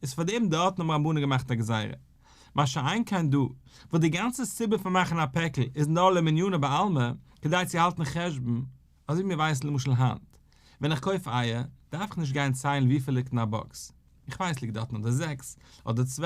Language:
Yiddish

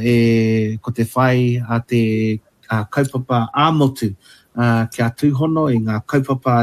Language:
Māori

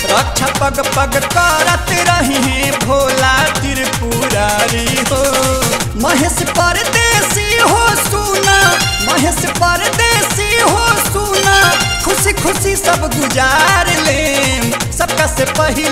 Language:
Bhojpuri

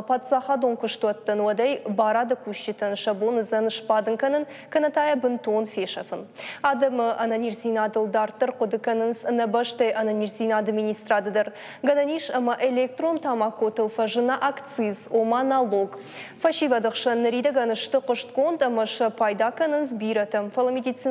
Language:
Ossetic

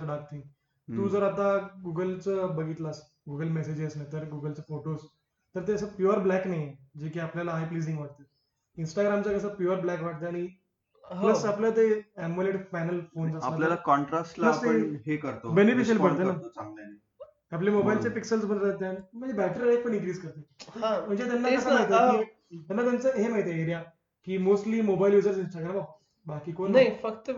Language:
Marathi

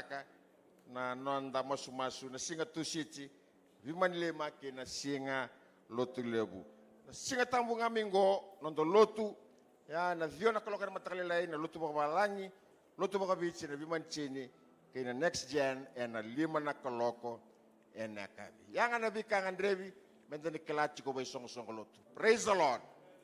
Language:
Fijian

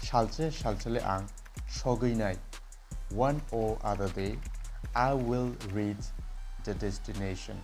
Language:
Kok Borok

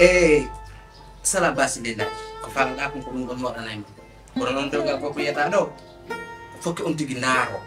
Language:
Pular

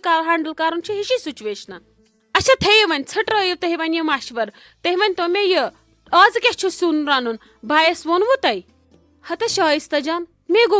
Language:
Kashmiri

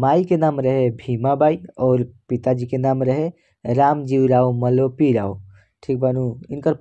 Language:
Bhojpuri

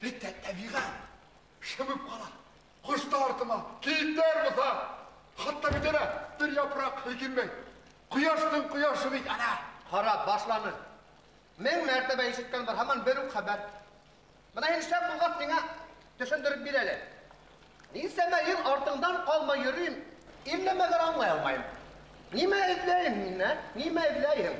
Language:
Bashkir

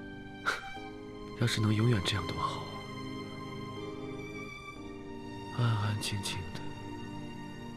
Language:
Chinese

